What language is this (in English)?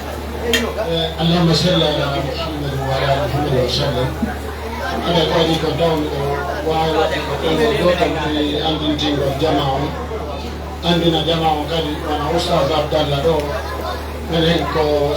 Pular